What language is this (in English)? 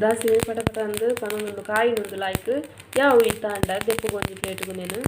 Tulu